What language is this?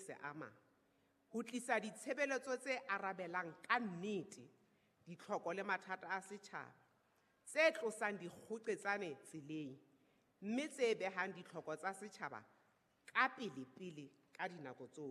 Southern Sotho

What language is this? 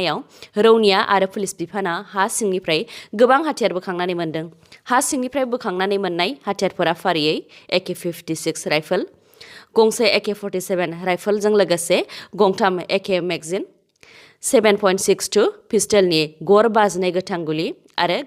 Bodo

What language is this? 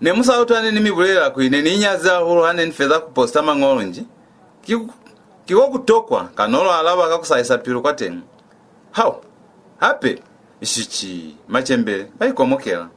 Lozi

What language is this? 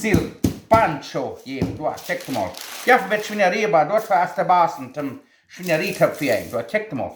Plautdietsch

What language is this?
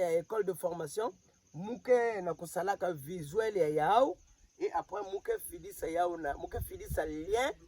Kituba (Democratic Republic of Congo)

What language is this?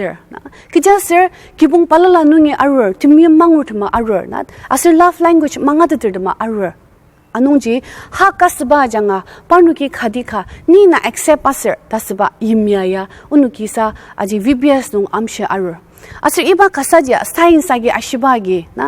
Ao Naga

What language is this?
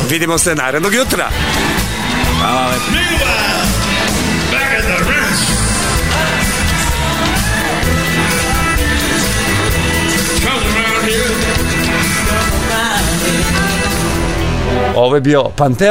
Serbian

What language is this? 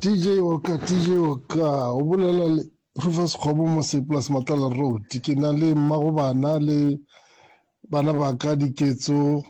Northern Sotho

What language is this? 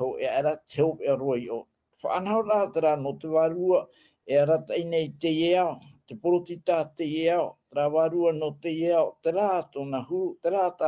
Tahitian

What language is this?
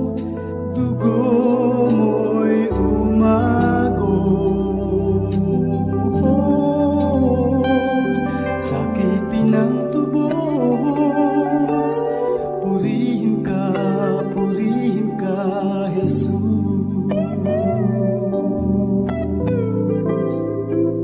Filipino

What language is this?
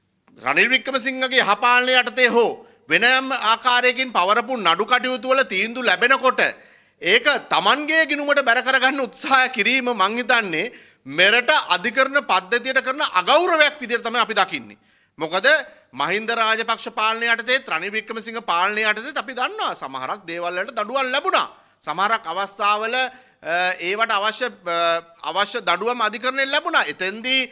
Sinhala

